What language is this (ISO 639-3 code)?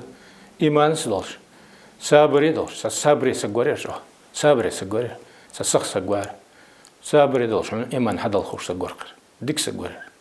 inh